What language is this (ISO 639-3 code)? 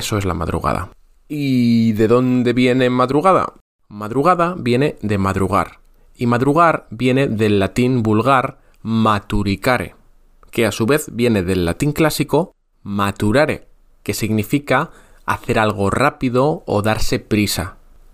spa